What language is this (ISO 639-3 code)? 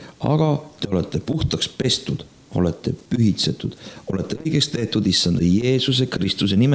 est